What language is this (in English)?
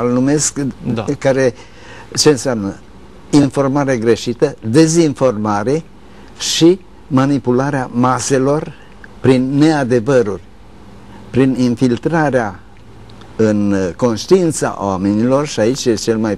Romanian